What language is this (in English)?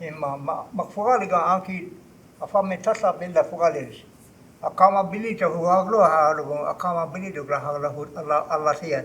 Choctaw